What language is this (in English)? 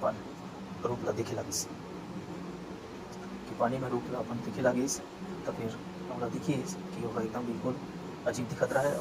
Chhattisgarhi